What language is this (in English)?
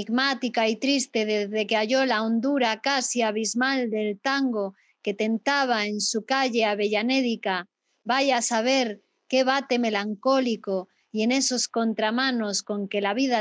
Spanish